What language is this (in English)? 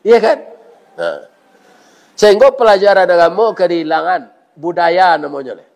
Minangkabau